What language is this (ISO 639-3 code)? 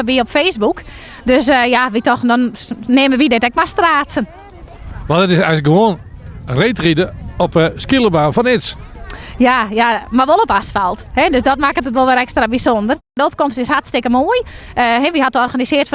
fry